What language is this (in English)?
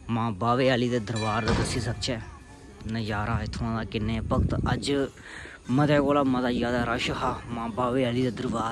Dogri